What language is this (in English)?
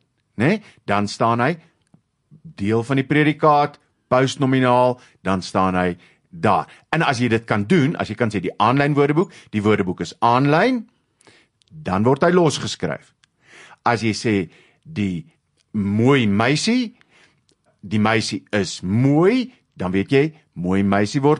Afrikaans